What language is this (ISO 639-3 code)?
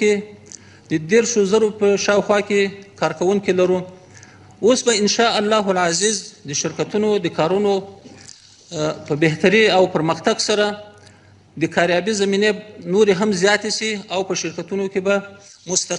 pus